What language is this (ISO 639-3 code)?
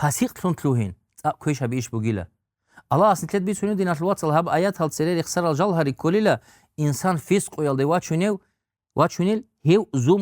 ava